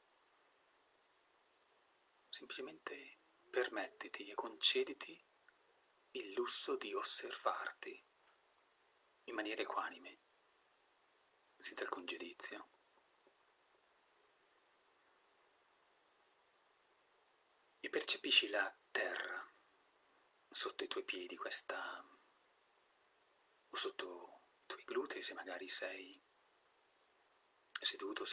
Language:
Italian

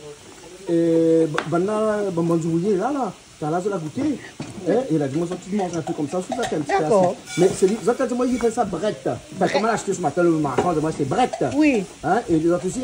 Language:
Réunion Creole French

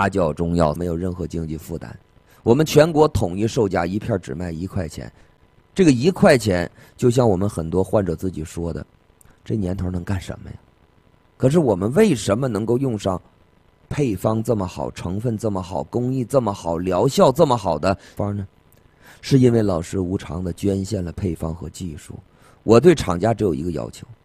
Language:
Chinese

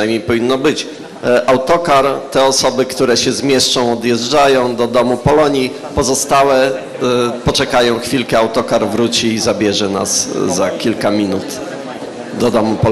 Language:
Polish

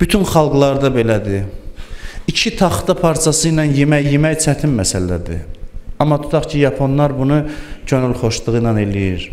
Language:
Azerbaijani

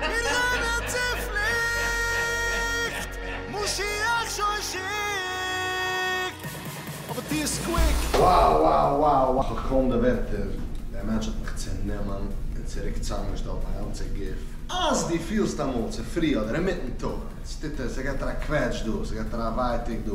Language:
Yiddish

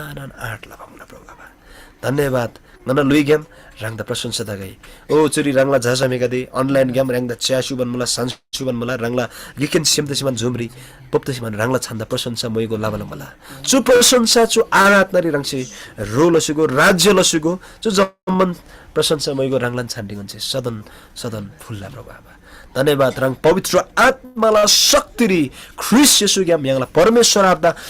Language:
Eastern Tamang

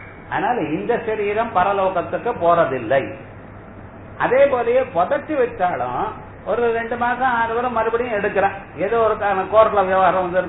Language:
Tamil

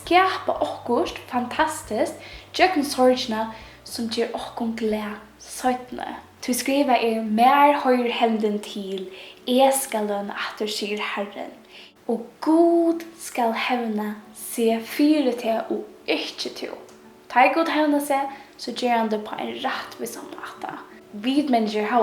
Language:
Faroese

